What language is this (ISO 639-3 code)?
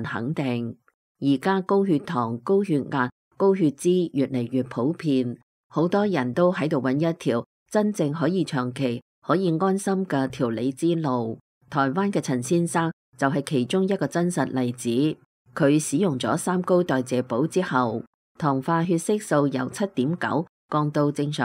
yue